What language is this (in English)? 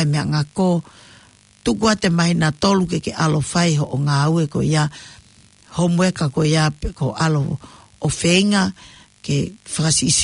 Tongan